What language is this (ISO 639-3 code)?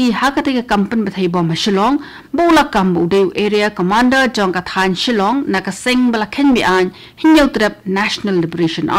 kha